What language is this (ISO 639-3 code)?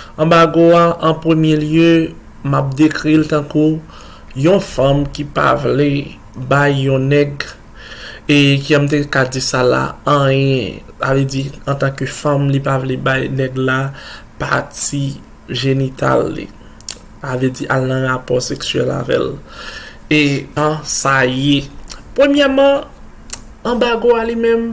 hat